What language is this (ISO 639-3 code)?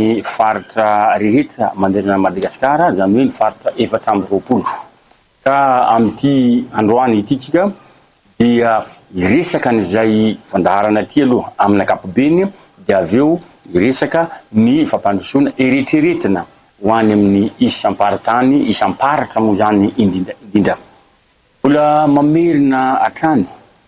mlg